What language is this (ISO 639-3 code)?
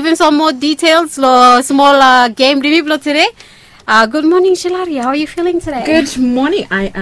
bis